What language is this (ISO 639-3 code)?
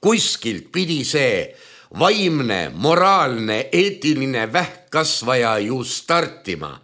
est